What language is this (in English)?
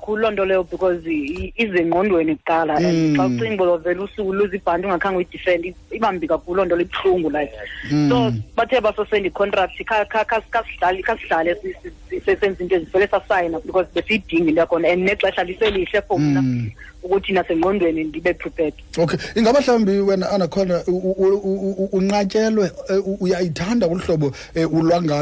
Xhosa